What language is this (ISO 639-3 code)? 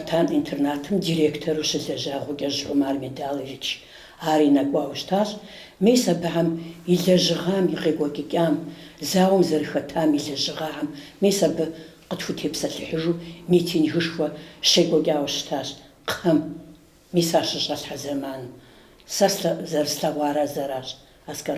kbd